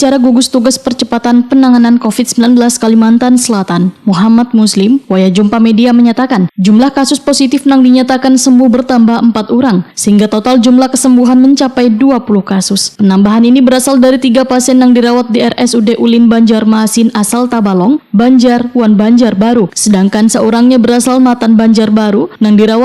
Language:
Banjar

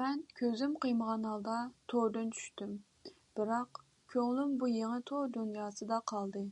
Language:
Uyghur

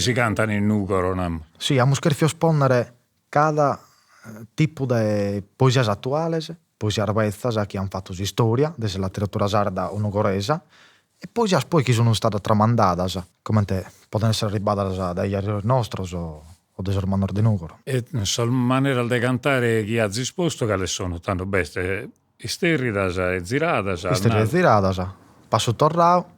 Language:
Sardinian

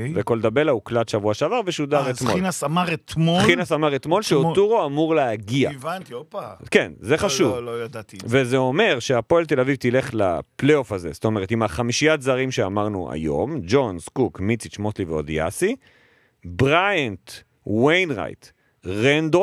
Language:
Hebrew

